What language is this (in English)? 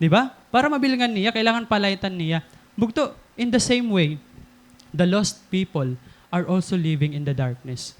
Waray